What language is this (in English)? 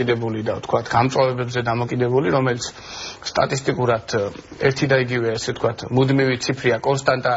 Georgian